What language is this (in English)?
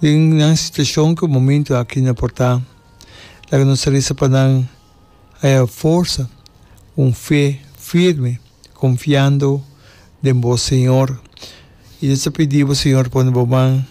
Papiamento